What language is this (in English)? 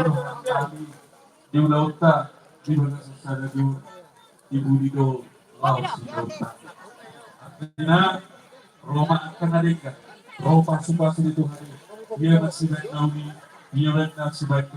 Batak Toba